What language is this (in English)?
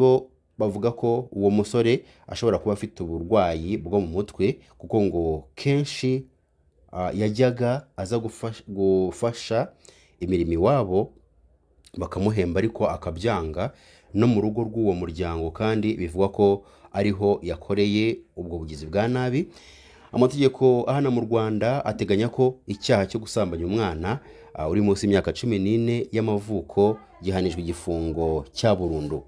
Kinyarwanda